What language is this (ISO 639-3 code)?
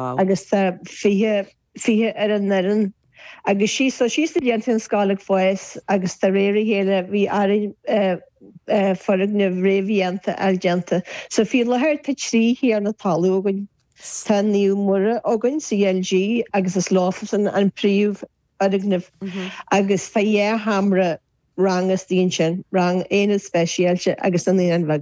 gle